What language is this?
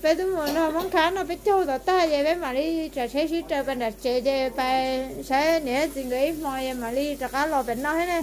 Hmong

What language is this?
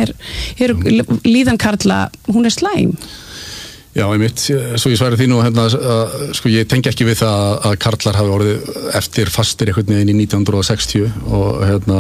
Icelandic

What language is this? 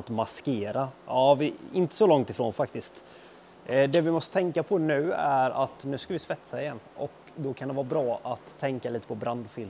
Swedish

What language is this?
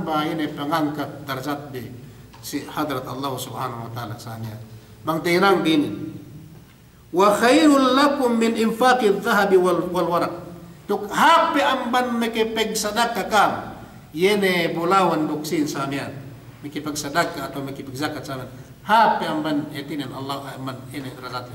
Yakan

